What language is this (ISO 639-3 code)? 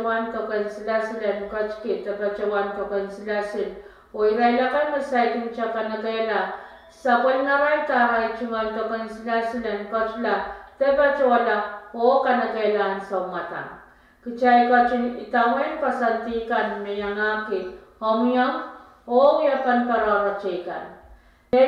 pon